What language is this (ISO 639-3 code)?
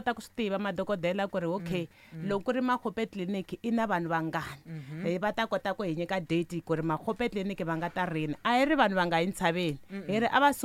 tso